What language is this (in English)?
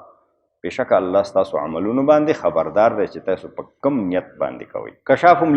Pashto